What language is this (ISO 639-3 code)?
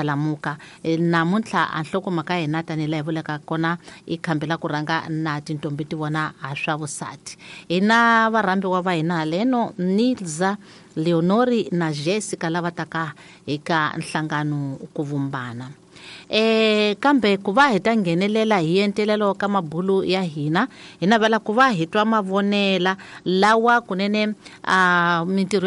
tso